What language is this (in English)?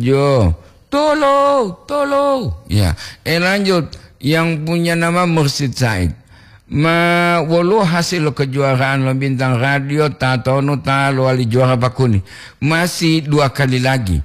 Gorontalo